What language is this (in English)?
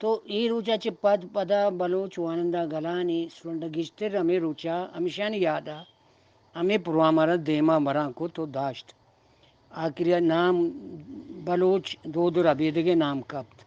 Eastern Balochi